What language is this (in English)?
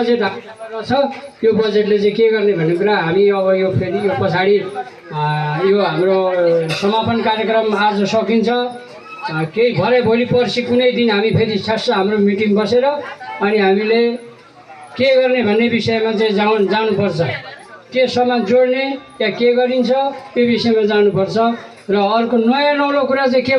Nepali